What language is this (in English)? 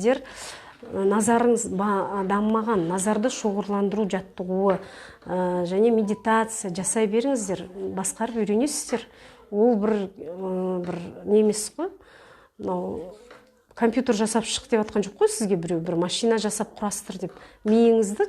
Kazakh